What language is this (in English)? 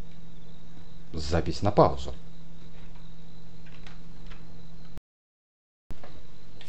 Russian